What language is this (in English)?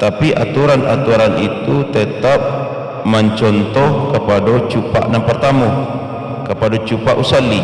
Minangkabau